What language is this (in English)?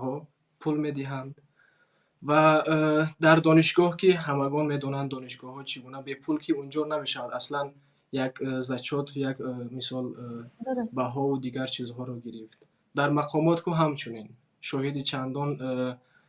Tajik